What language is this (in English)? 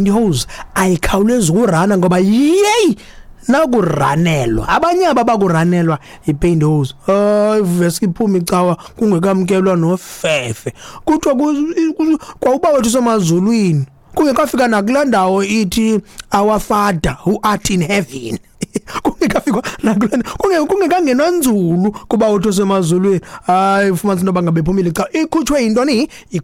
Xhosa